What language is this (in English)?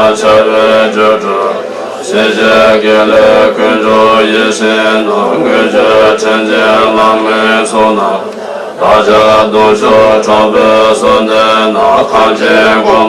Tibetan